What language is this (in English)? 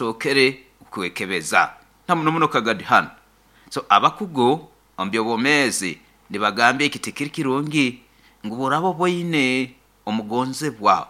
Nyoro